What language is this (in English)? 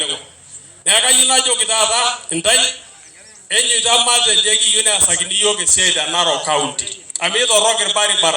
Masai